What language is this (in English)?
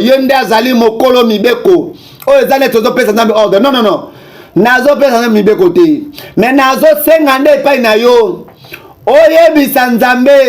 Lingala